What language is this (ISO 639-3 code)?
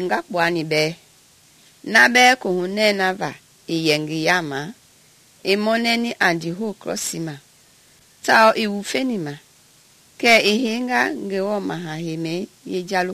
men